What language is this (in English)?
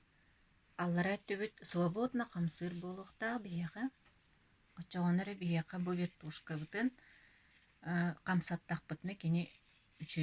Yakut